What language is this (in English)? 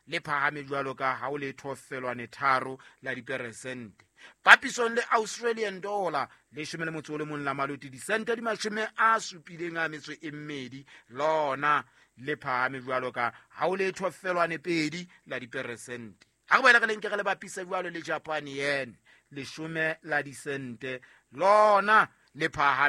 Southern Sotho